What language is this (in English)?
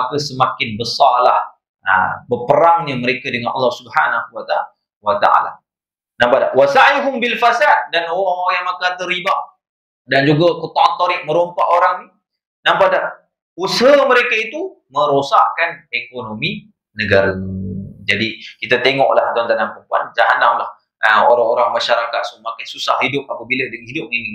Malay